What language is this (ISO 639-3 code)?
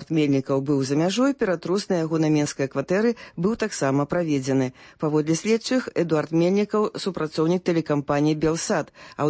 bel